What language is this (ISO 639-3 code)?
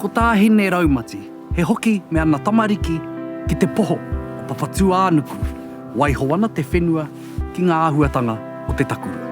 mri